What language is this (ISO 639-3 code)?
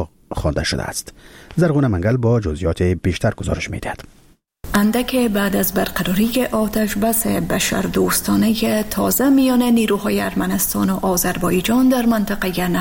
fas